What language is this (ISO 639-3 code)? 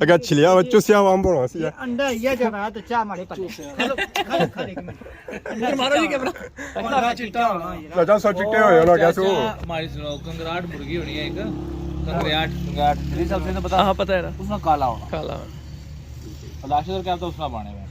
phr